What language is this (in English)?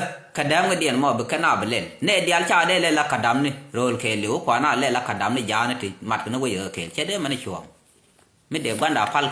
Nuer